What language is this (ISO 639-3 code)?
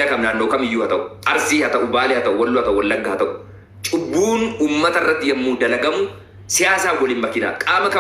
orm